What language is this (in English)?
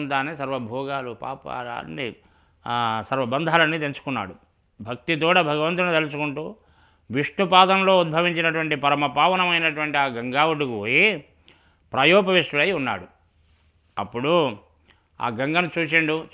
Telugu